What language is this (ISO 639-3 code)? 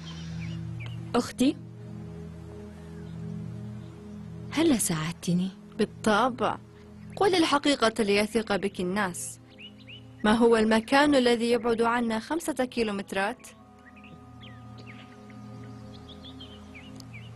ara